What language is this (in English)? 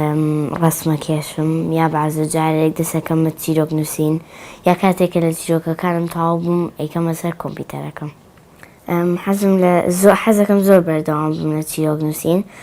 Central Kurdish